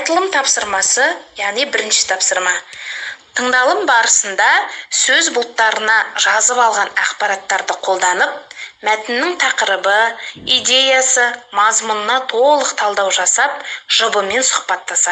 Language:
Kazakh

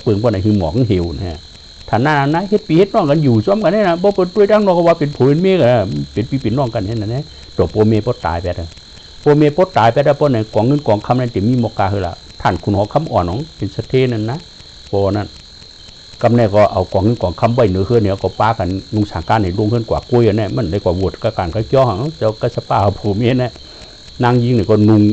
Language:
Shan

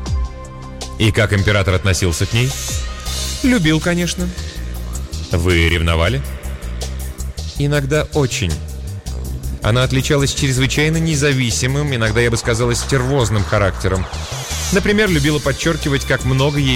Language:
Russian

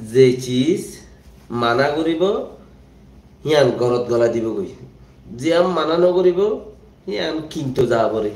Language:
Rohingya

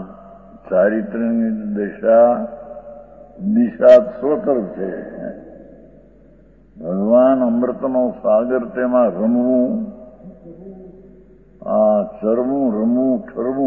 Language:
Gujarati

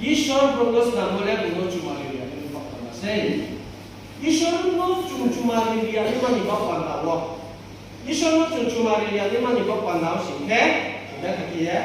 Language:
Riang (India)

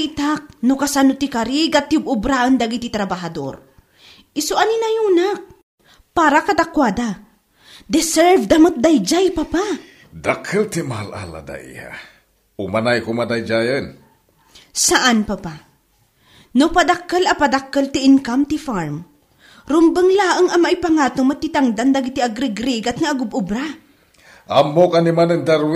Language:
Iloko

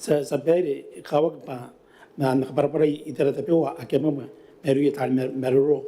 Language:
Gilbertese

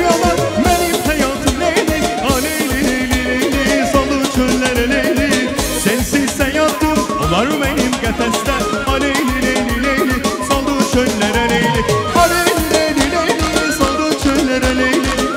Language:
Azerbaijani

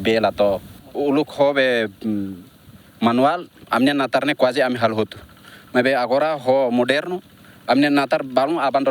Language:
Tetum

